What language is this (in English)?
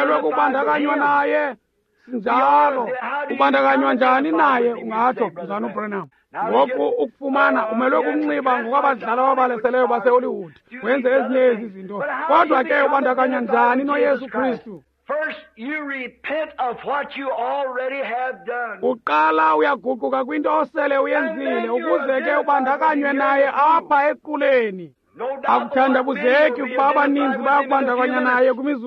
Xhosa